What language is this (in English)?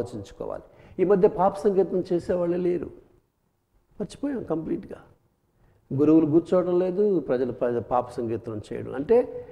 Telugu